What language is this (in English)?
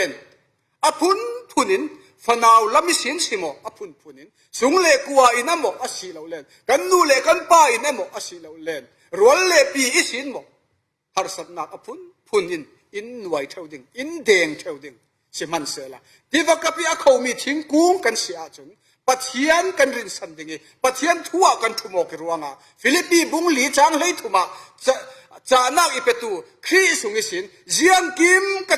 Falam Chin